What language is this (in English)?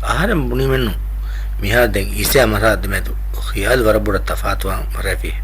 Divehi